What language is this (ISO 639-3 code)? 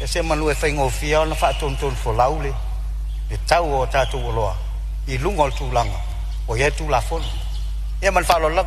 smo